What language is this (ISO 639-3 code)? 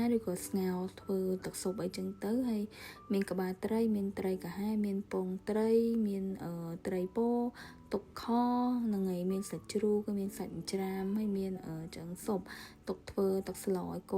khm